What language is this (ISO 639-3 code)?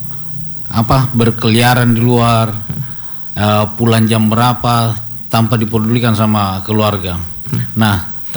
ind